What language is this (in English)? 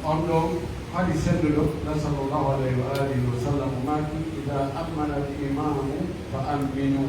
Pular